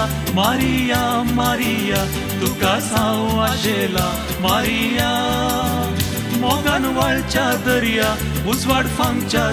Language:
Konkani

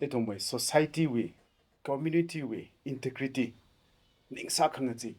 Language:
Tangkhul Naga (India)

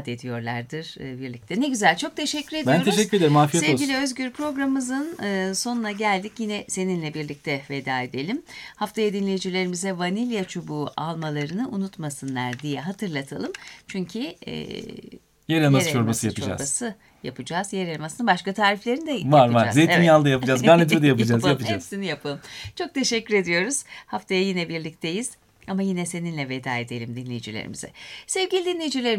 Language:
Turkish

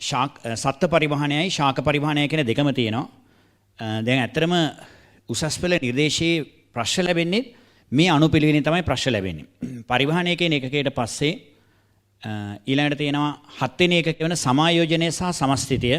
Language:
Sinhala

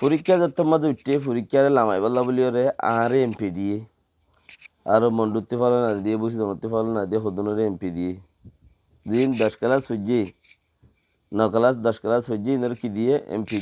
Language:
Rohingya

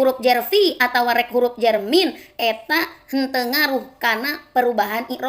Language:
Sundanese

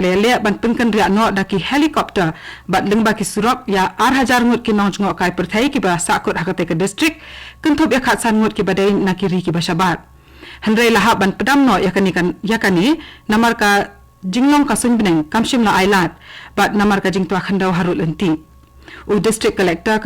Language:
Khasi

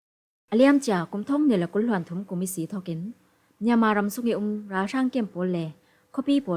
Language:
Falam Chin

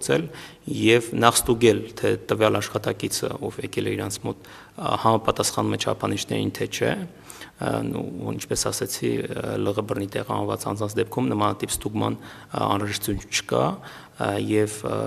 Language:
Armenian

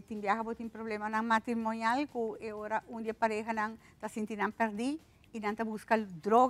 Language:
Papiamento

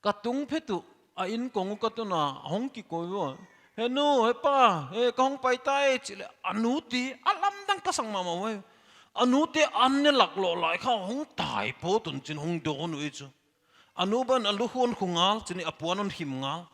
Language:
Paite Chin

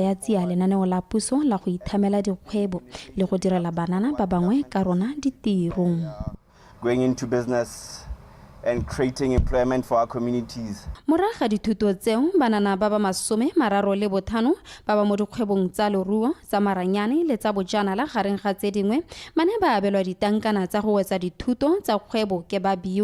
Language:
Tswana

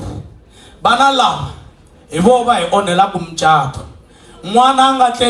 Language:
Tsonga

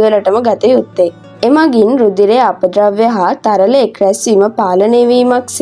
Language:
Sinhala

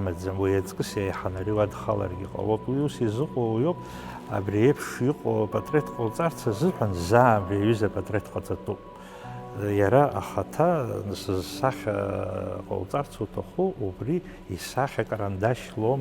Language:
Abkhazian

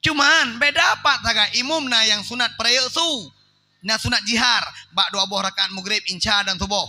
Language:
Achinese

